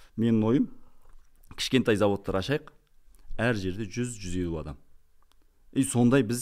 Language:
Kazakh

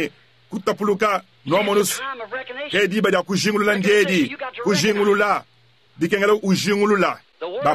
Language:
Luba-Lulua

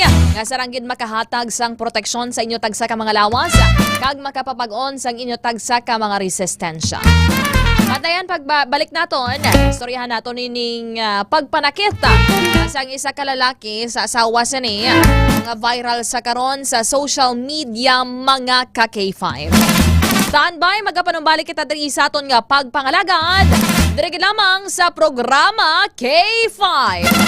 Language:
Hiligaynon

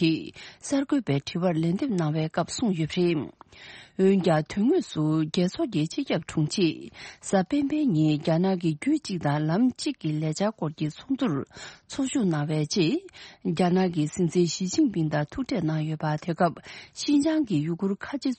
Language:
Tibetan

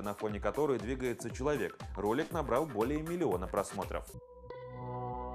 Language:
Russian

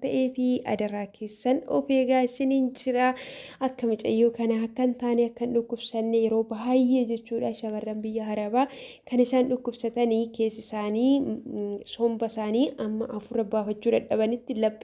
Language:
Oromo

